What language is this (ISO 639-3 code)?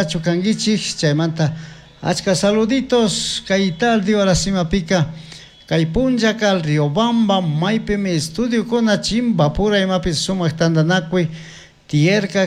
qug